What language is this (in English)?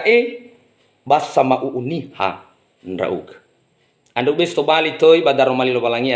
Nias